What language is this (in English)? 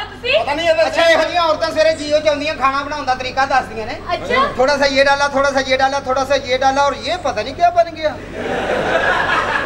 Punjabi